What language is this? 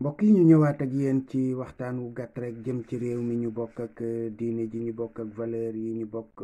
Wolof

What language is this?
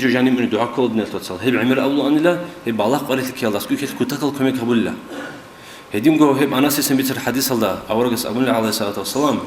Avaric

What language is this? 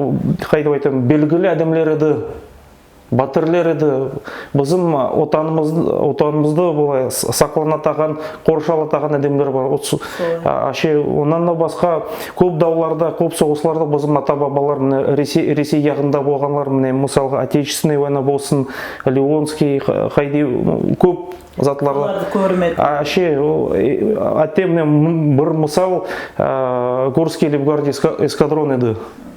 Nogai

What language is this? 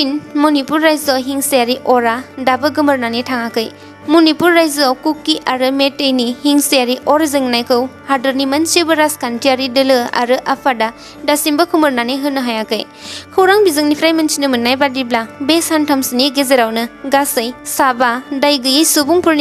Bodo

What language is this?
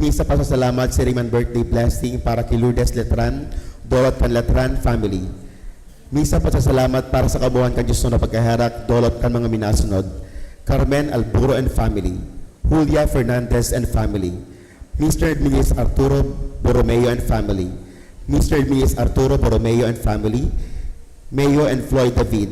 Bikol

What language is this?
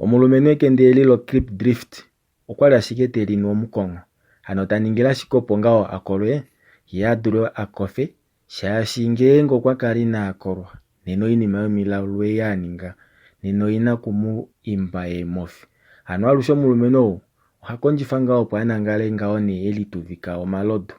Kuanyama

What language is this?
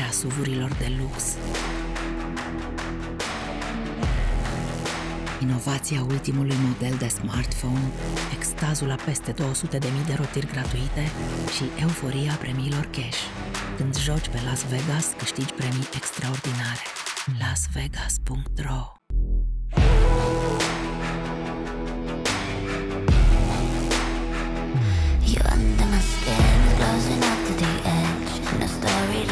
Romanian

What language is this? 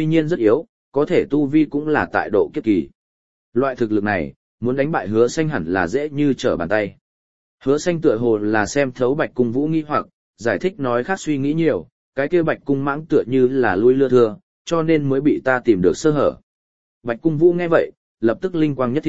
Vietnamese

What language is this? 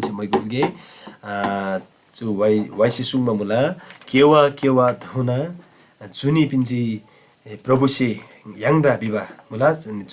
Eastern Tamang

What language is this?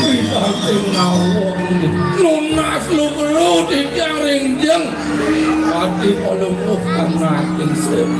Balinese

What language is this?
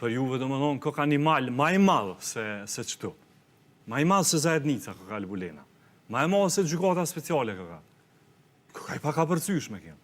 Albanian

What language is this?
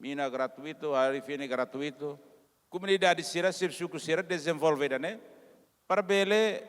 Tetum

